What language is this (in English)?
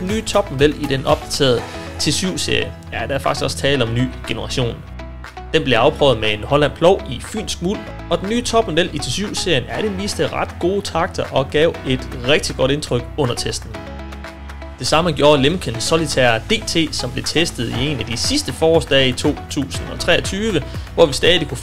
Danish